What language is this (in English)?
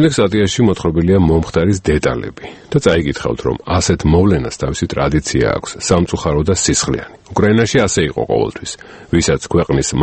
Georgian